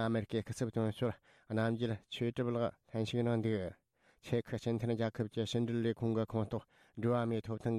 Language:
Tibetan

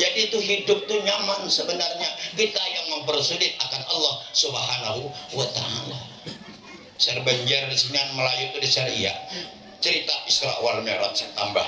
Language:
Banjar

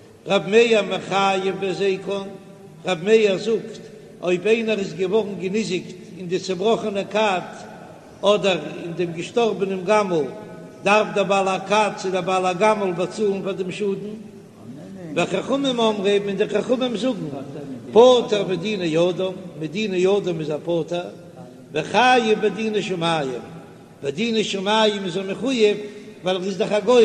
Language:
Yiddish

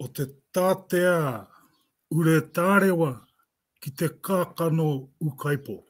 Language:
Māori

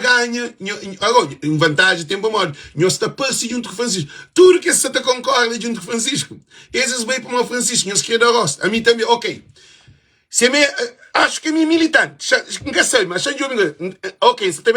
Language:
Kabuverdianu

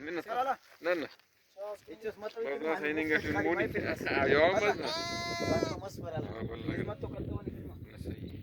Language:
Brahui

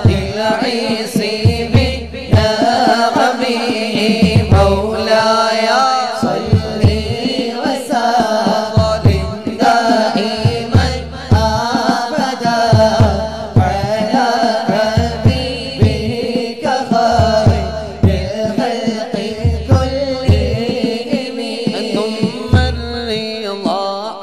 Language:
Malayalam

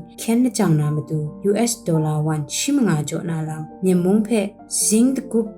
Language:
Kachin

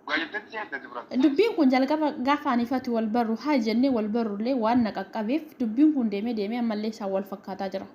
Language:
Oromo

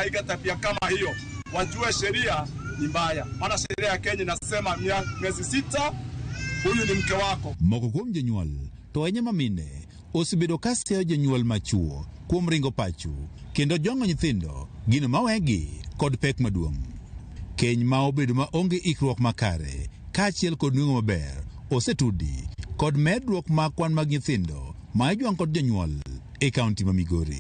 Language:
Luo (Kenya and Tanzania)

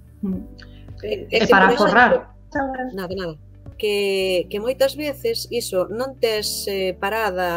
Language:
Galician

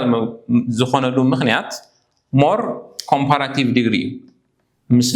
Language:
Tigrinya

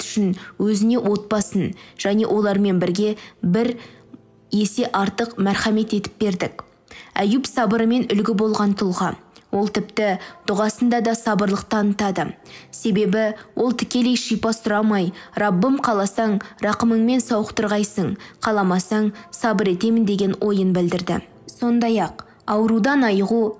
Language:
Kazakh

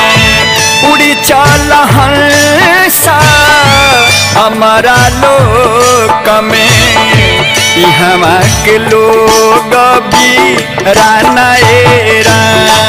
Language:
Bhojpuri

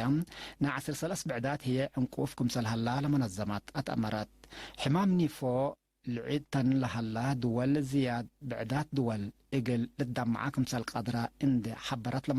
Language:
Tigre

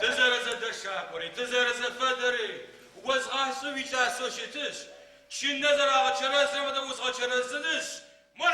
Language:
Adyghe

